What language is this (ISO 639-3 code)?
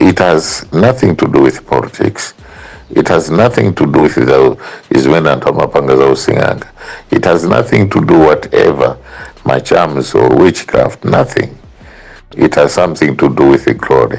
nya